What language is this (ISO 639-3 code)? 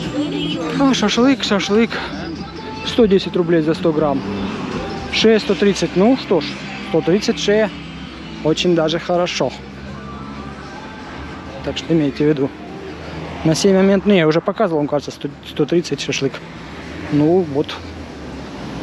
rus